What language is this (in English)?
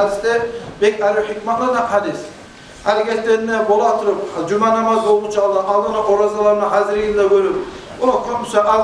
Kumyk